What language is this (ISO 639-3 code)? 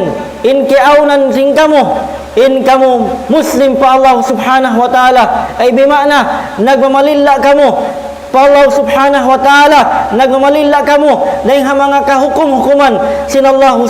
tsg